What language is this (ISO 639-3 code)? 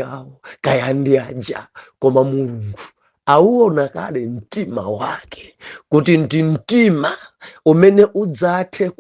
nya